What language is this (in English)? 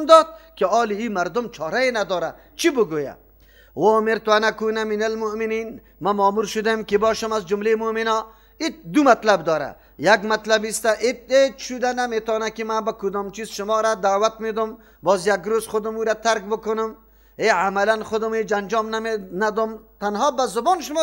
Persian